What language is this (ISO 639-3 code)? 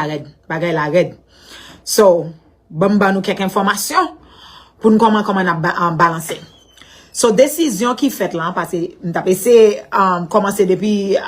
hat